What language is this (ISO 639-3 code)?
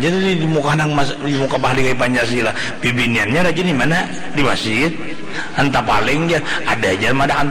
bjn